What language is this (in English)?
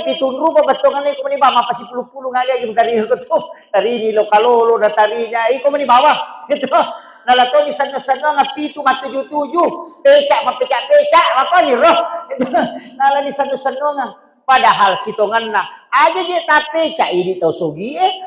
Buginese